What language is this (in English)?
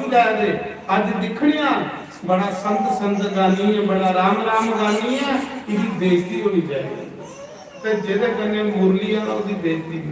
Dogri